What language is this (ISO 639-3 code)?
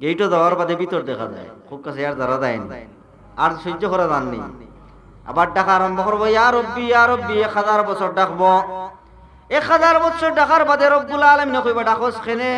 syl